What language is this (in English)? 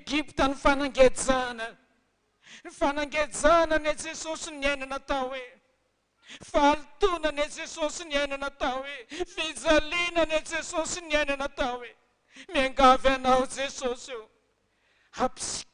Malagasy